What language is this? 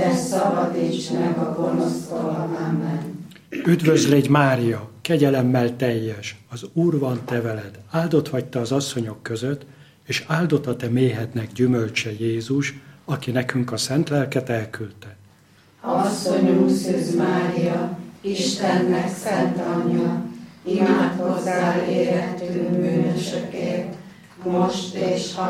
Hungarian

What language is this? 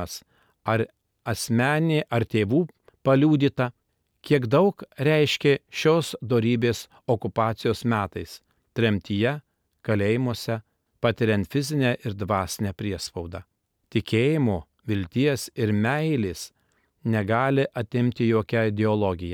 Lithuanian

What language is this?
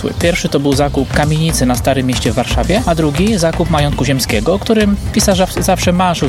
Polish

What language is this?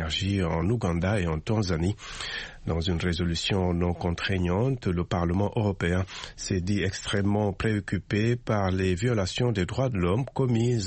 French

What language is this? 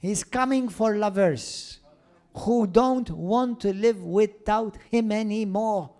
English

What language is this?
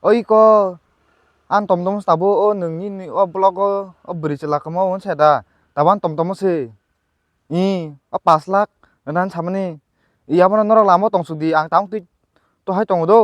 Kok Borok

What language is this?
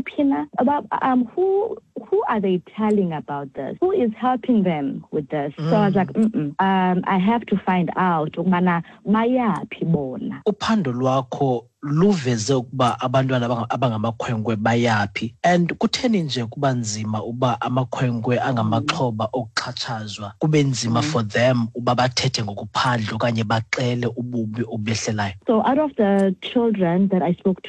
Xhosa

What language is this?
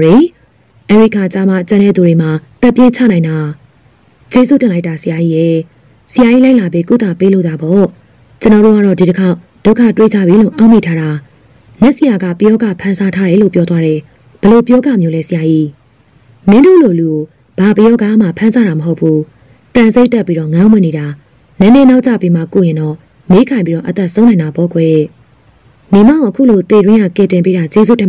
Burmese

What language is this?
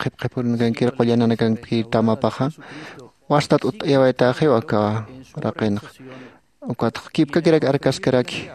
Aymara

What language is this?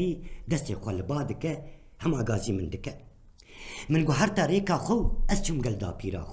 Kurdish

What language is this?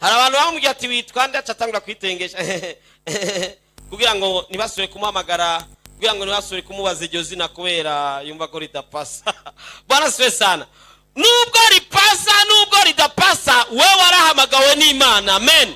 Rundi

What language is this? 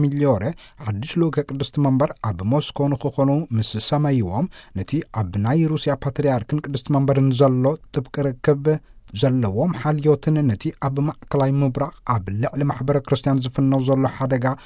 Tigrinya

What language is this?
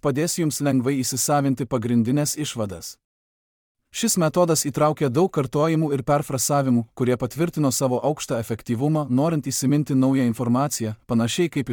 Lithuanian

